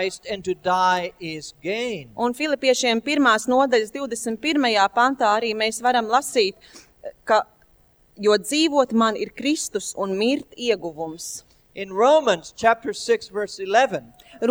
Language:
Latvian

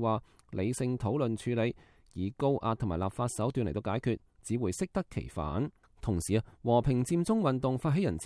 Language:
Cantonese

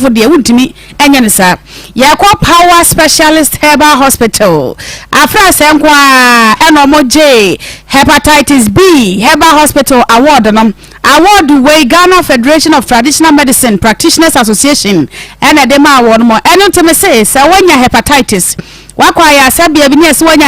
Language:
Akan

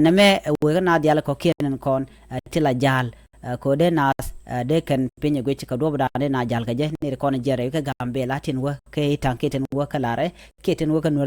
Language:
Nuer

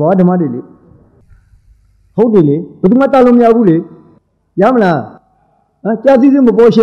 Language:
Burmese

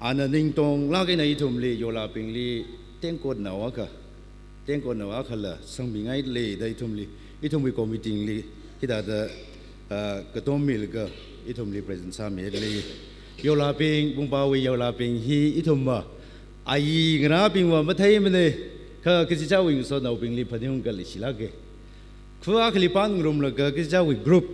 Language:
Tangkhul Naga (India)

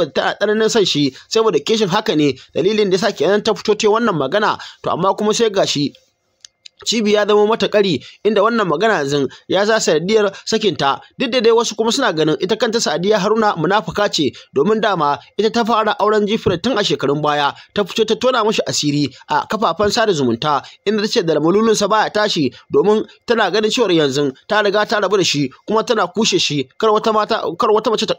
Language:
Hausa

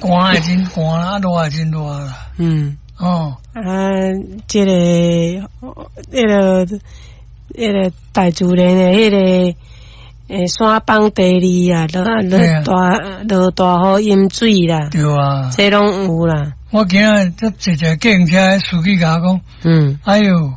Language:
Min Nan Chinese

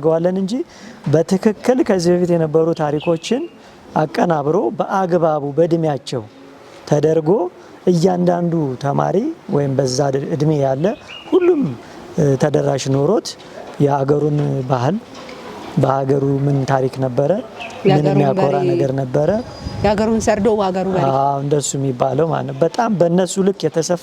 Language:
Amharic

